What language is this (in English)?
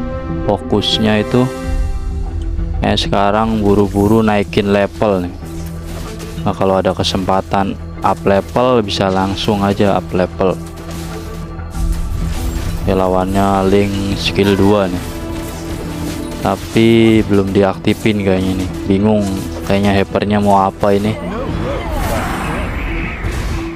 Indonesian